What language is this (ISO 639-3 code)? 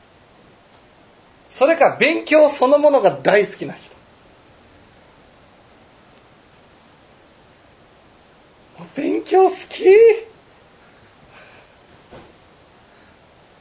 jpn